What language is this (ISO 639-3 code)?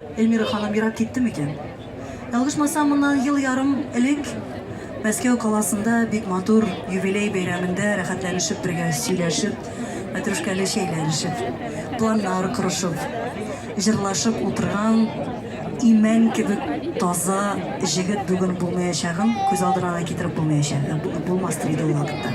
tat